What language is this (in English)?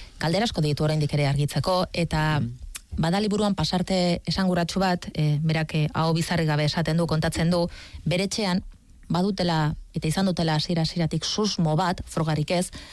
Basque